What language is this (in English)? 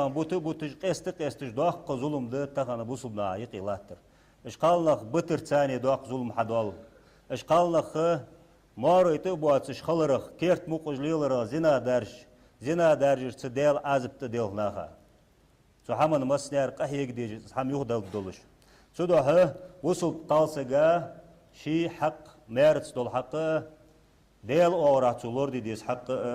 Ingush